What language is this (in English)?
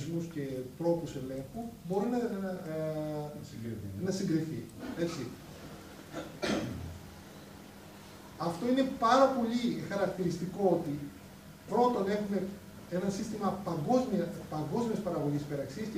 Greek